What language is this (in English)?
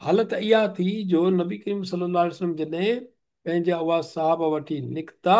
Sindhi